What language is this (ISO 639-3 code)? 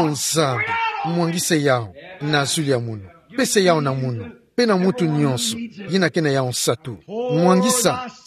ktu